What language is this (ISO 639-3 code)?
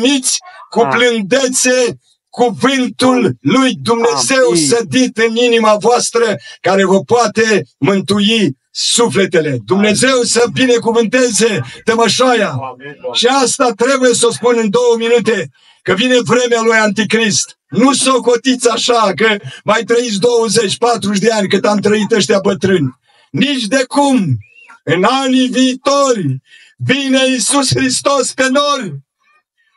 ron